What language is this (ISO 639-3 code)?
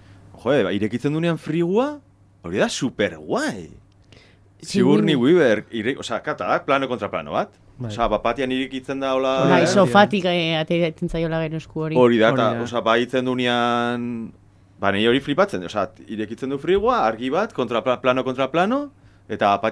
eus